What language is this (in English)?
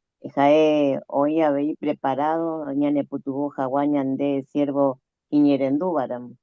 Guarani